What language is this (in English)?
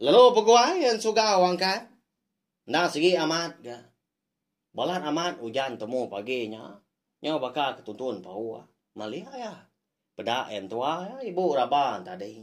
Iban